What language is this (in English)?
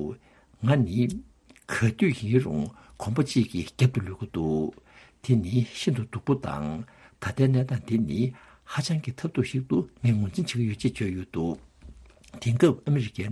Tibetan